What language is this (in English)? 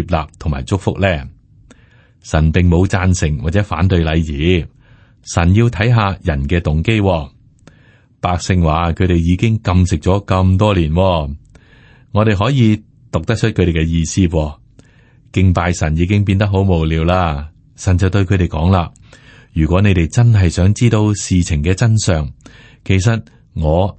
Cantonese